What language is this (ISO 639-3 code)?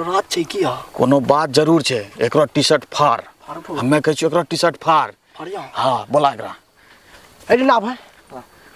mai